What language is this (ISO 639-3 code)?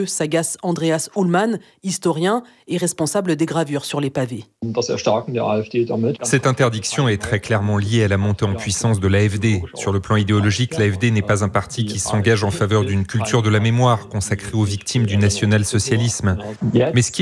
fra